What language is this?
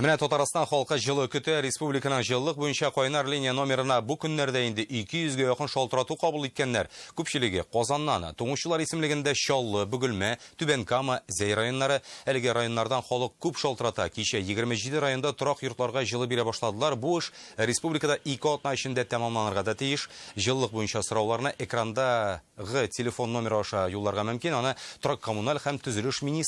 Tatar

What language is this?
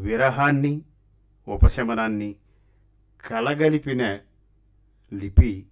Telugu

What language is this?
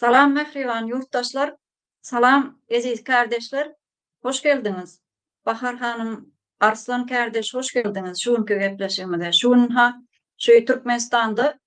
Turkmen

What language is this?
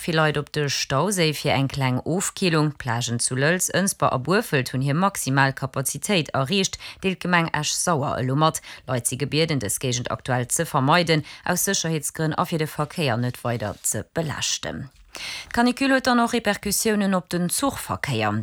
Luxembourgish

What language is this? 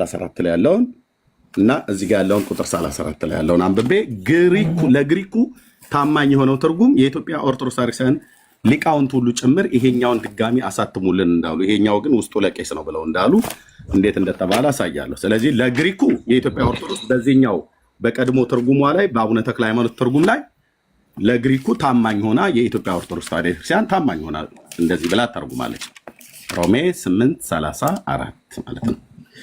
Amharic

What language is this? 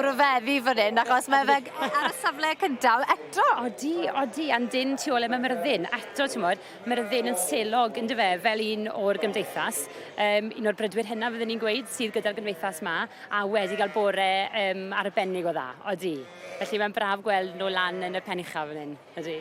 Welsh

